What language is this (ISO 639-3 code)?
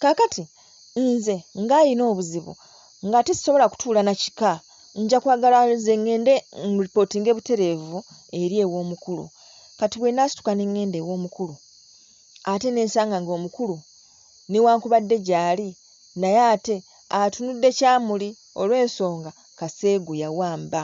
lug